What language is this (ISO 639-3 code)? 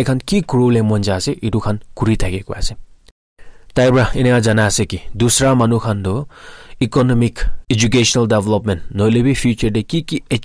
nag